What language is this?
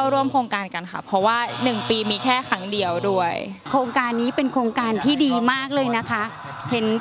Thai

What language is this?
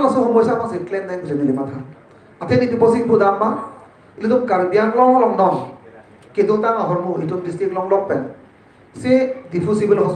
Karbi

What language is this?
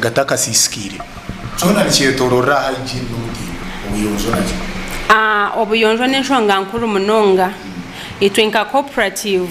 Nyankole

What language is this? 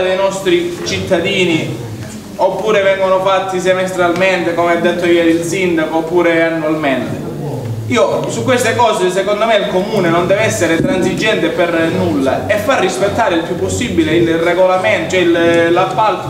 Italian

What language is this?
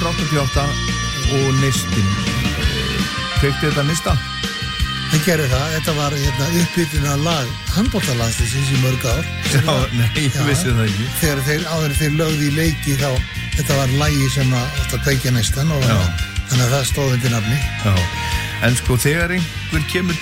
Icelandic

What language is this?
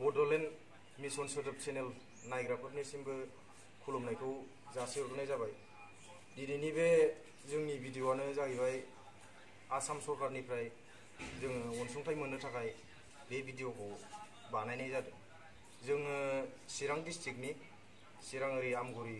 Bodo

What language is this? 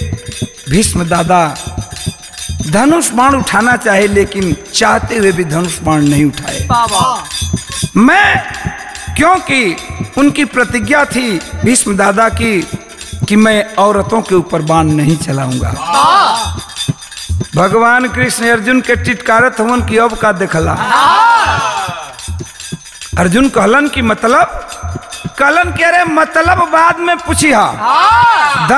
Bhojpuri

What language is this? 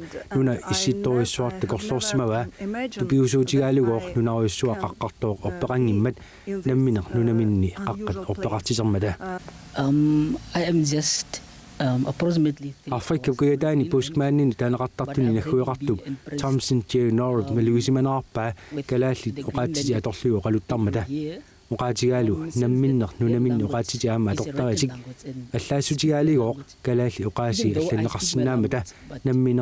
Kalaallisut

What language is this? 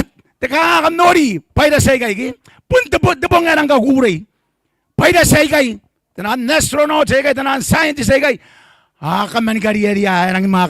Gilbertese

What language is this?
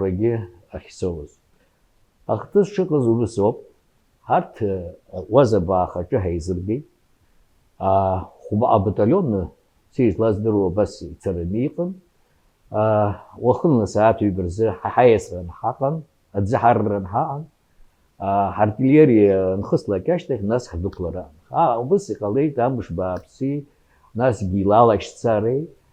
Abkhazian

